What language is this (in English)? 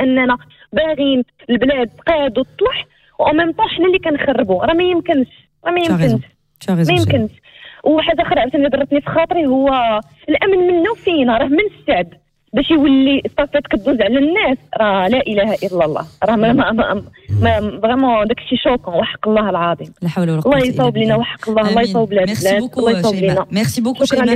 Moroccan Arabic